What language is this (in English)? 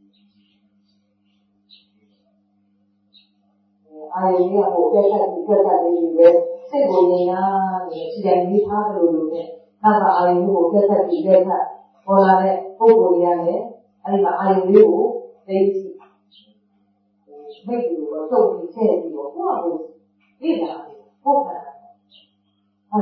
Burmese